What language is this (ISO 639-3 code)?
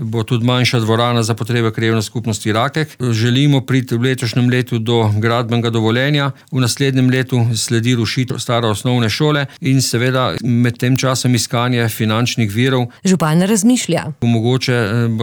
slv